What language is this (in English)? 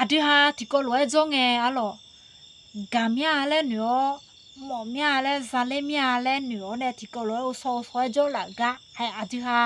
Akha